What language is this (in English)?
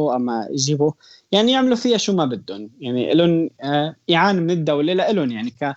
North Levantine Arabic